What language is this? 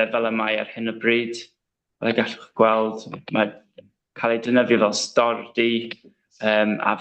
Welsh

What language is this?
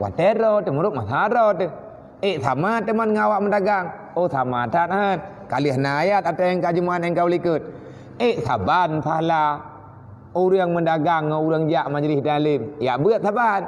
Achinese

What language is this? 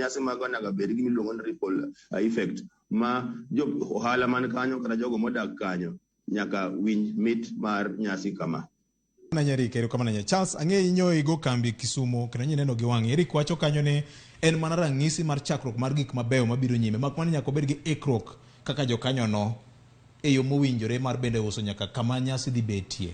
Luo (Kenya and Tanzania)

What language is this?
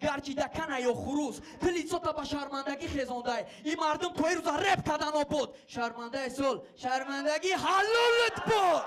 Tajik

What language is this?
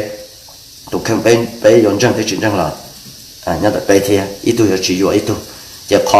Hmong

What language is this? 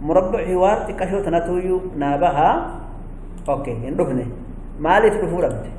Oromo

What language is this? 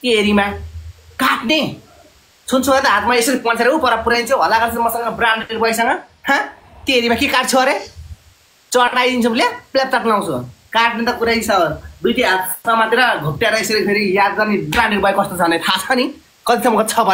Nepali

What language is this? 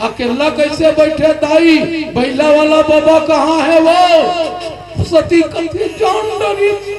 Chhattisgarhi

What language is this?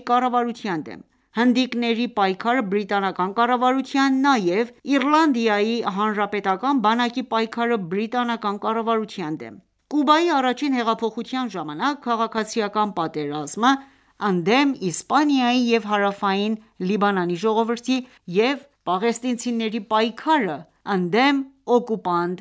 Armenian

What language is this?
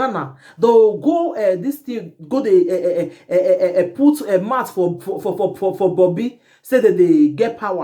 Nigerian Pidgin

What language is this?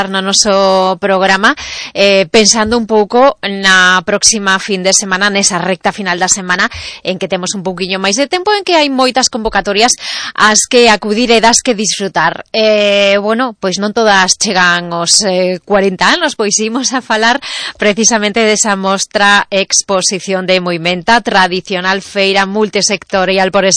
Galician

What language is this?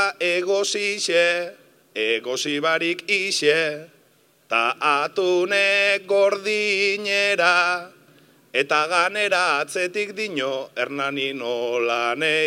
Basque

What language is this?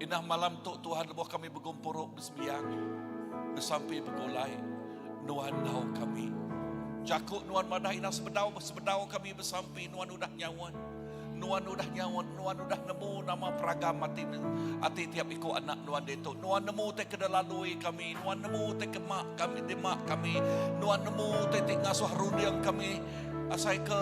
Iban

